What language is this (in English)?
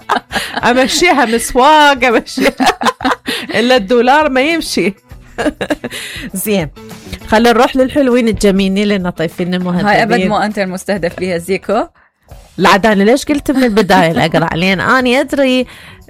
Mesopotamian Arabic